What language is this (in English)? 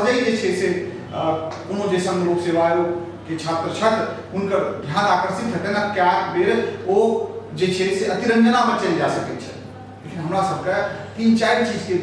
Maithili